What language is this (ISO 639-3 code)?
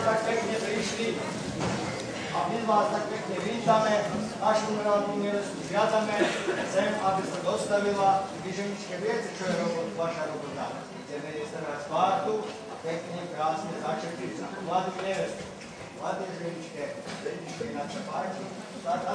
slk